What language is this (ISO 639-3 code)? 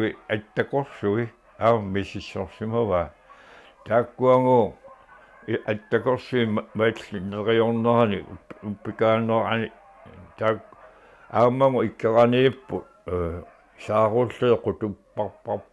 kal